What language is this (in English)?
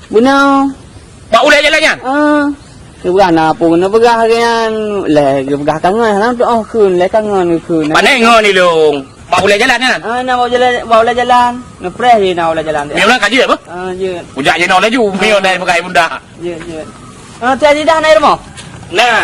Achinese